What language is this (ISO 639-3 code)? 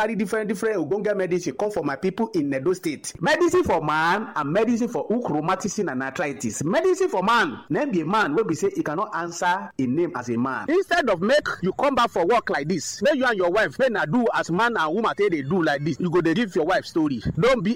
pcm